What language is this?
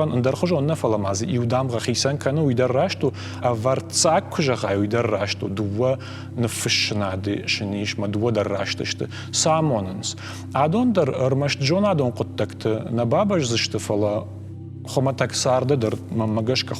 Ossetic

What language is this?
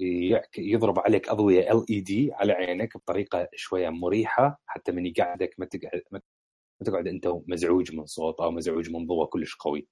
Mesopotamian Arabic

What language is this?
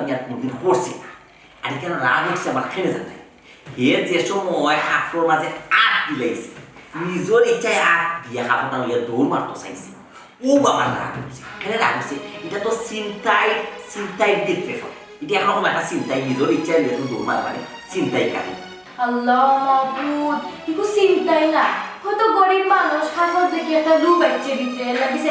Sylheti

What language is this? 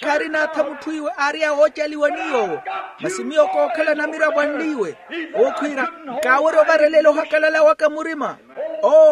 Makhuwa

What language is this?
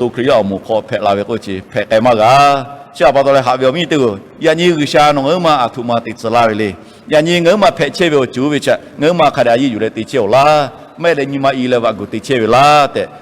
Lahu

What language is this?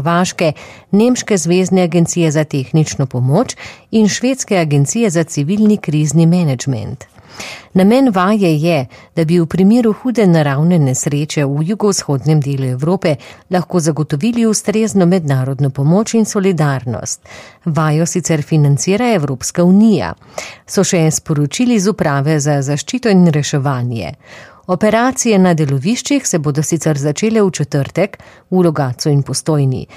Slovenian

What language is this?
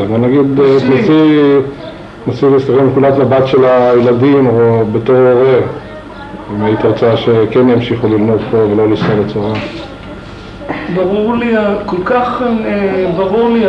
Hebrew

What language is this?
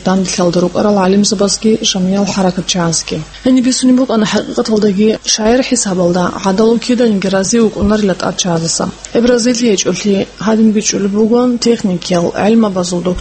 Avaric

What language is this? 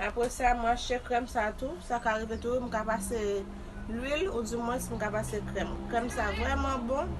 Haitian Creole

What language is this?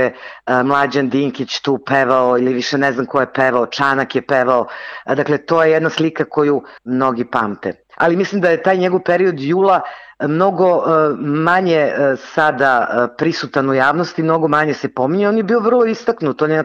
Serbian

